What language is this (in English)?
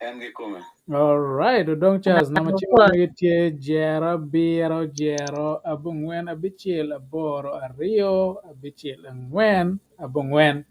Acoli